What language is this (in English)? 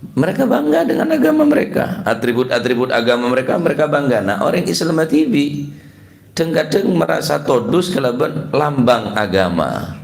Madurese